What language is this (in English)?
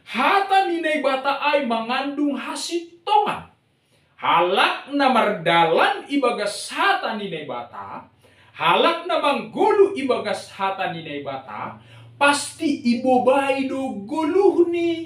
Batak Simalungun